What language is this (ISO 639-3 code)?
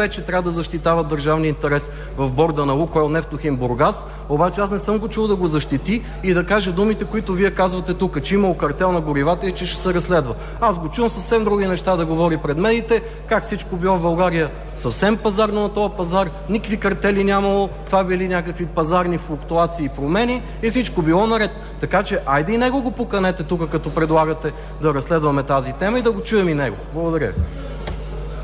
bul